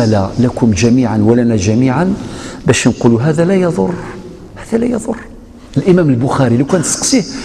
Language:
Algerian Arabic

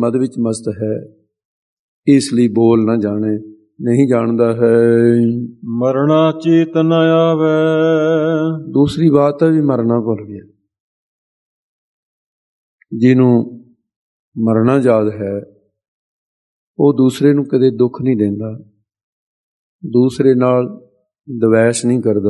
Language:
Punjabi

